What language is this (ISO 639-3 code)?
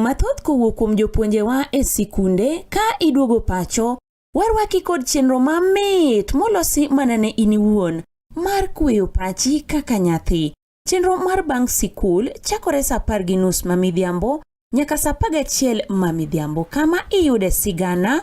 luo